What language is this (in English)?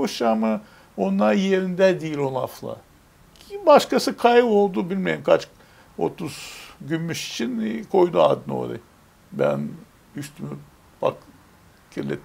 Gagauz